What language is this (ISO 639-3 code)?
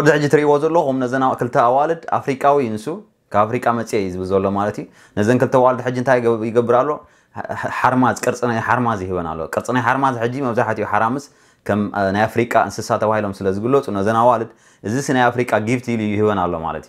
tir